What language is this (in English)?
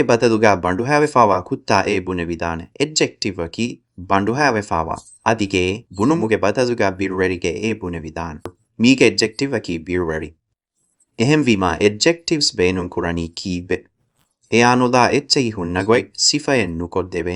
Divehi